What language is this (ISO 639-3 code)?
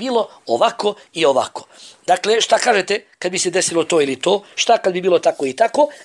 bos